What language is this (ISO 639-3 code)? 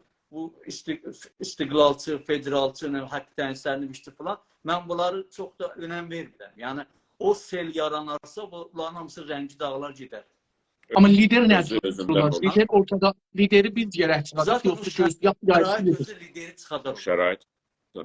azb